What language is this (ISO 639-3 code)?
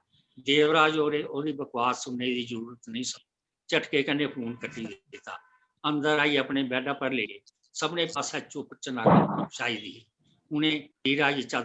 doi